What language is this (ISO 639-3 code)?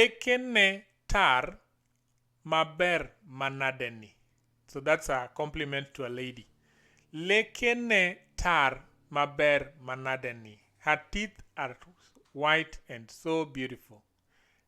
luo